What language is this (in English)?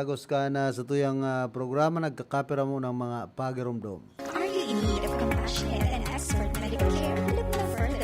Bikol